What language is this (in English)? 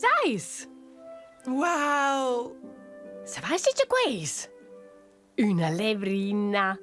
Romansh